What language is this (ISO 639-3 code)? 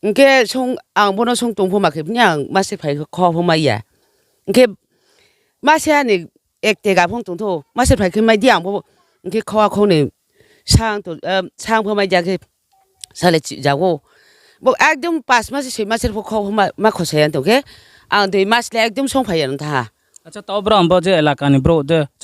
ria